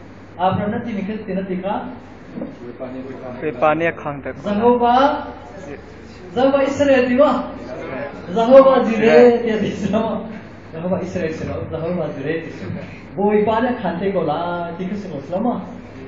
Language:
Hakha Chin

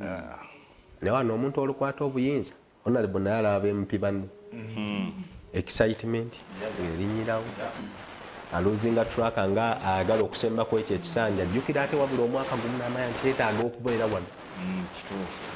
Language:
Ganda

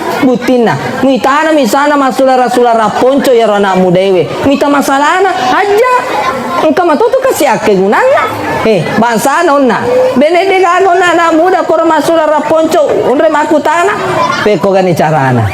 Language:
Buginese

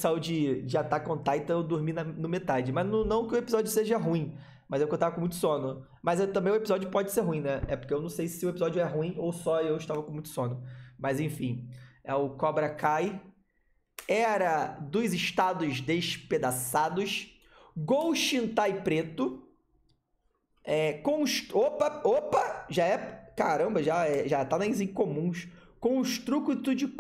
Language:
Portuguese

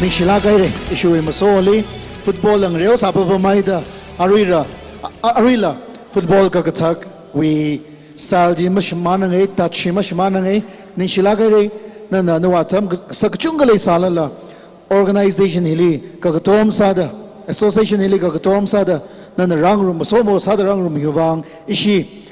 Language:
Tangkhul Naga (India)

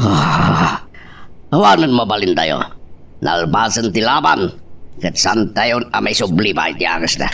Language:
Iloko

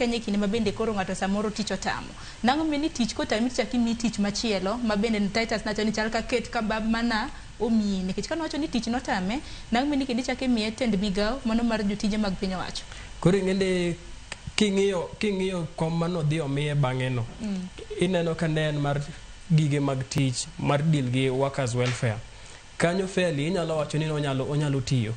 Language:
Luo (Kenya and Tanzania)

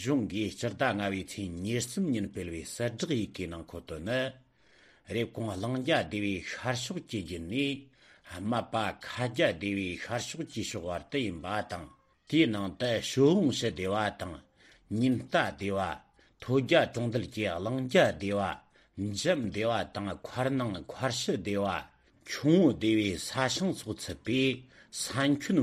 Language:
Tibetan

